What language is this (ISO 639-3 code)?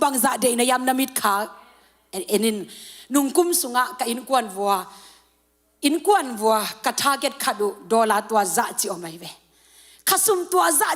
ctd